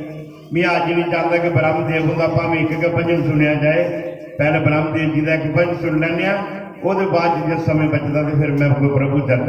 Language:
Dogri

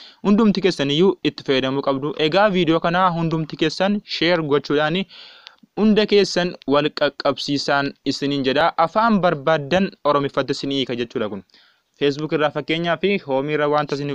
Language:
Oromo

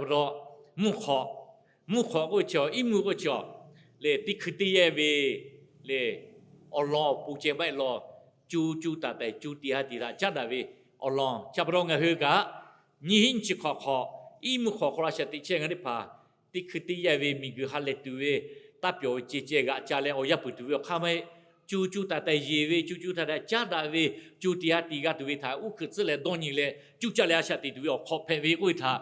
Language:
Lahu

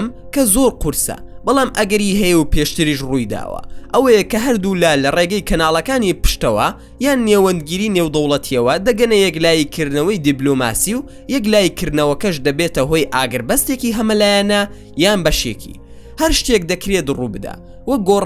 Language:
Central Kurdish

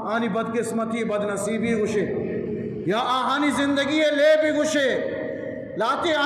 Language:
Eastern Balochi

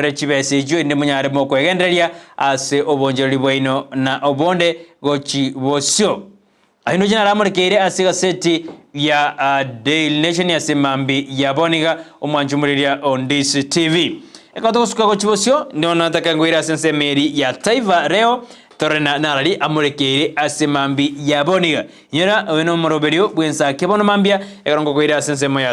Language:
Gusii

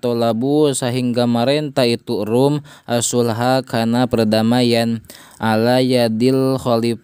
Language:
Sundanese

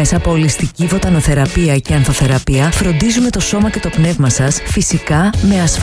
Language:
Greek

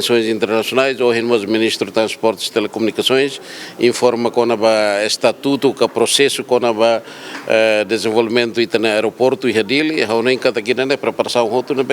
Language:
Tetum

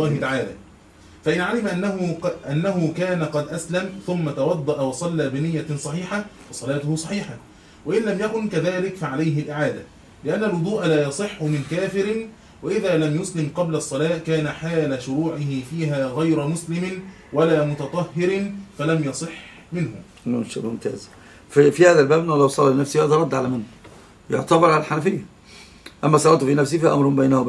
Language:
Arabic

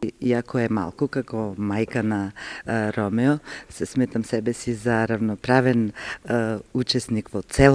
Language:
Macedonian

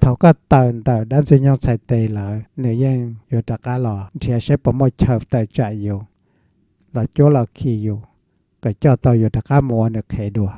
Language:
Hmong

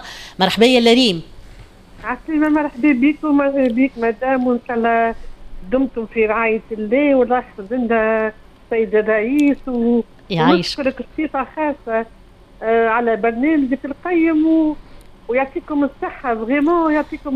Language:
Tunisian Arabic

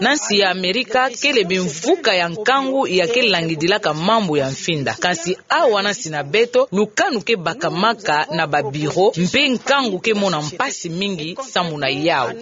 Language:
Kituba (Democratic Republic of Congo)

